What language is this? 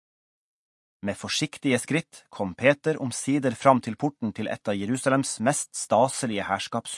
Norwegian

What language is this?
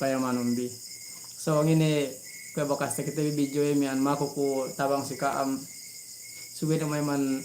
Yakan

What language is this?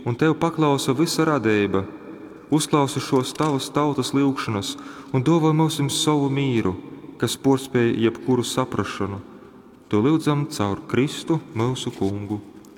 Latgalian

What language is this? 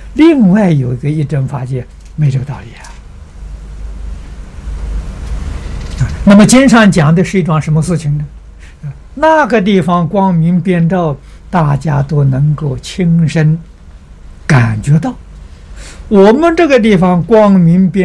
Chinese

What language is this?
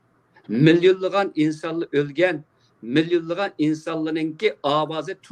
Uyghur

